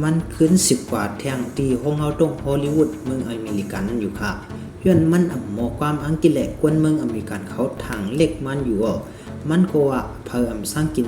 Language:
Shan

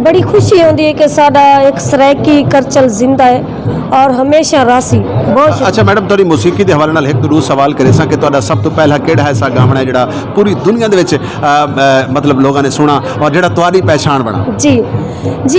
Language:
Saraiki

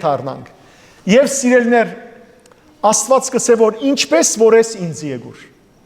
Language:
Western Armenian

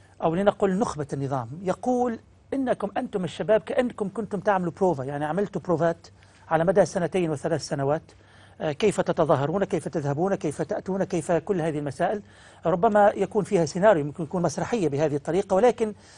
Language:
Egyptian Arabic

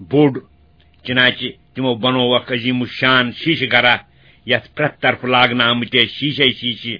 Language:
Kashmiri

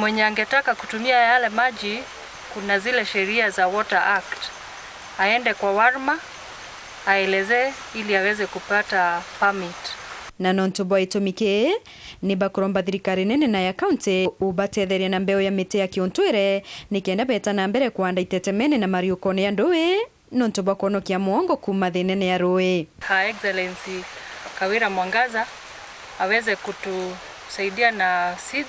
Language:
Meru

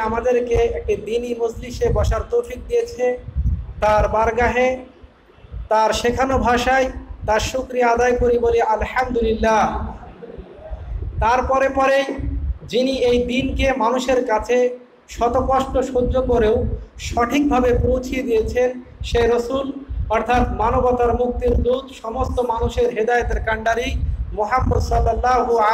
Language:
Bangla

